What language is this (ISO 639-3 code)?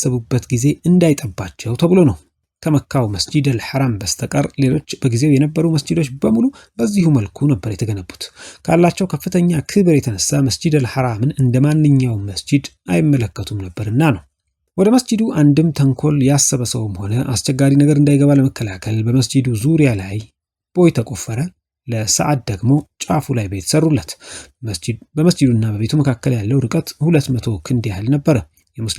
amh